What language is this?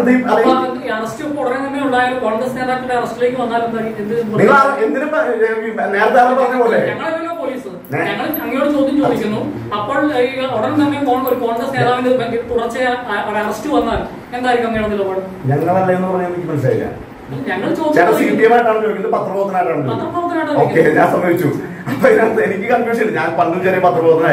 Malayalam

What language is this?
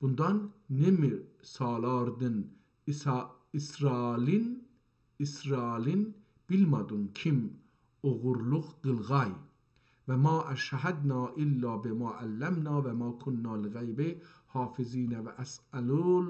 South Azerbaijani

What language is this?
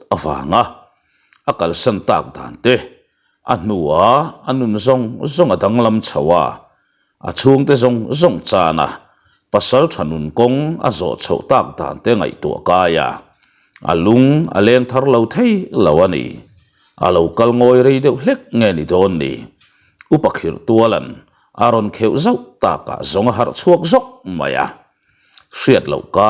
Mizo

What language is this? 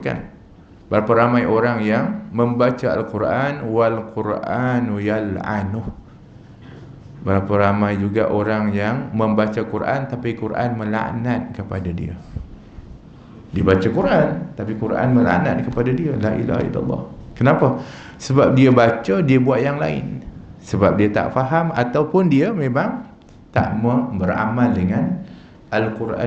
Malay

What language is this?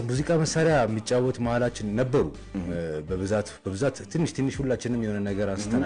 Amharic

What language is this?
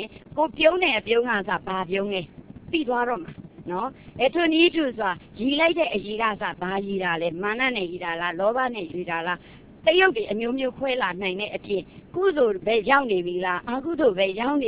Burmese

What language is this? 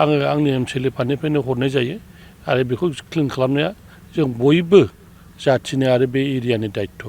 Bodo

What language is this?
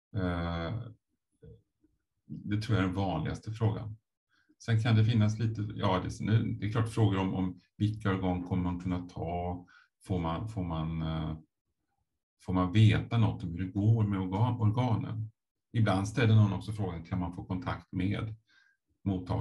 Swedish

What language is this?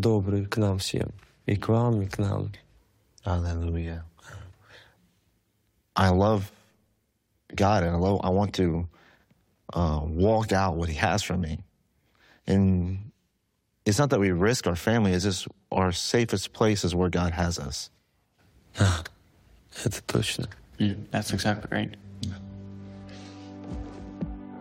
English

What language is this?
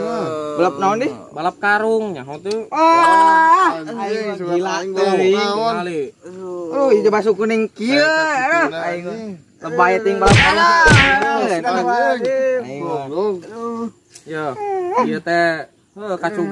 Sundanese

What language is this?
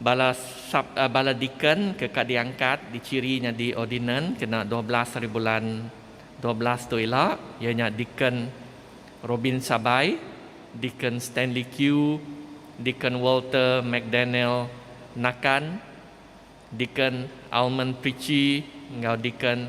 Iban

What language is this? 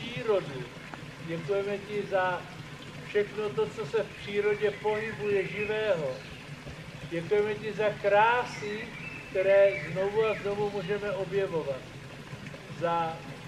Czech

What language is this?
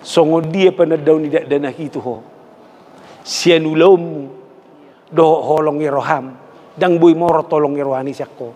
Batak Toba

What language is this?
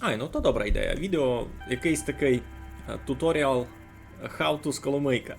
Rusyn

